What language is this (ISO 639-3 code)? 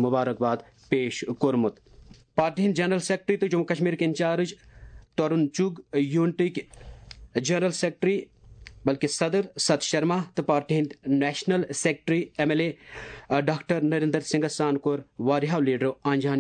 kas